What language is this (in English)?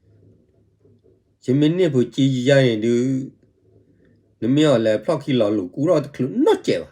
S'gaw Karen